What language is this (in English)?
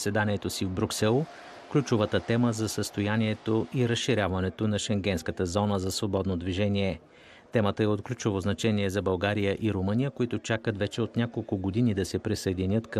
Bulgarian